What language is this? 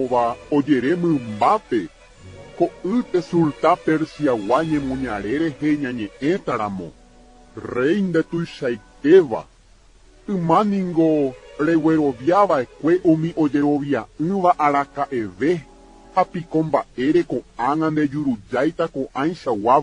Guarani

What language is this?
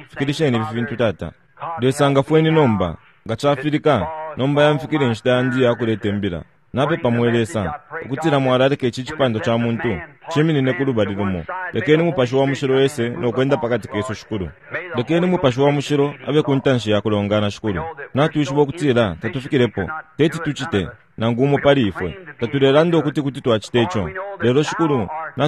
Bemba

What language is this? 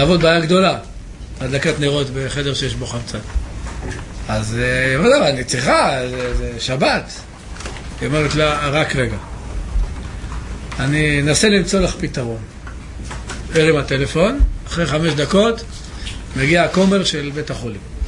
Hebrew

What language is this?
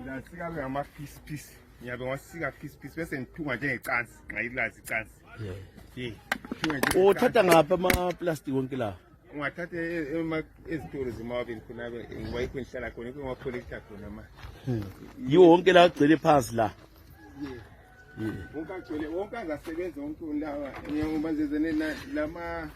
North Ndebele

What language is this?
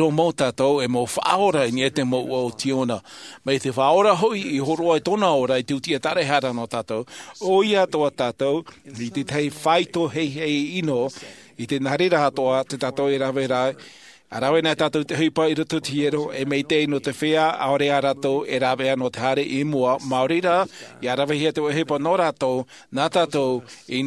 Tahitian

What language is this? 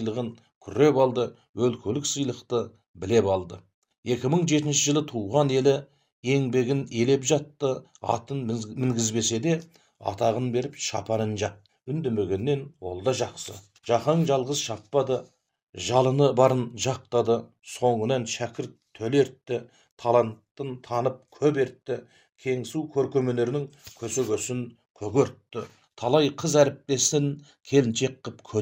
Kazakh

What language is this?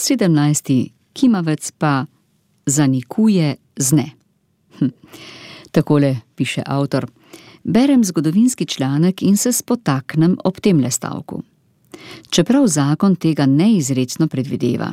Slovenian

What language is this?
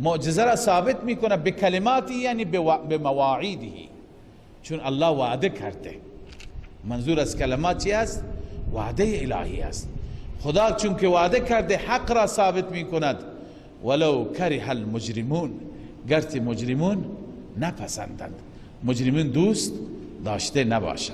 Persian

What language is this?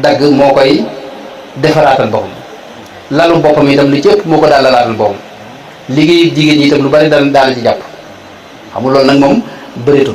Wolof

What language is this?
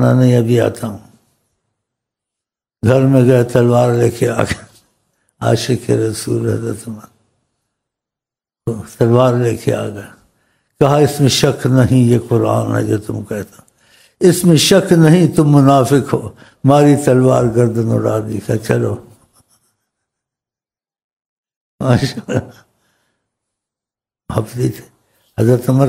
Urdu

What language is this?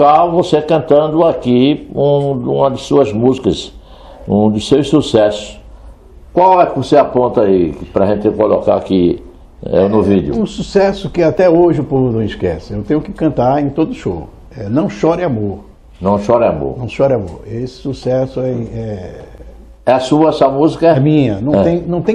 Portuguese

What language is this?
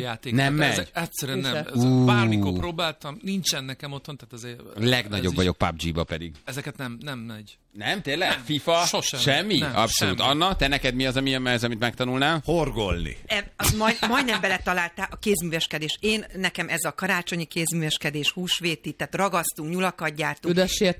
Hungarian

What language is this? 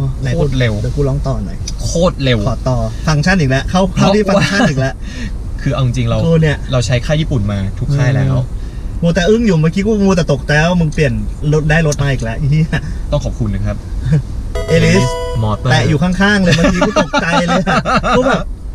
Thai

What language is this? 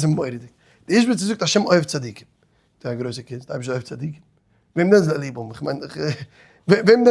Yiddish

